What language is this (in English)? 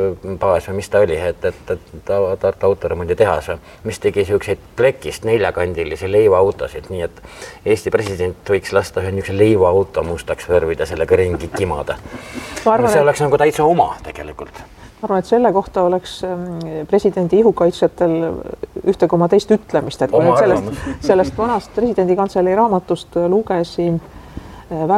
Estonian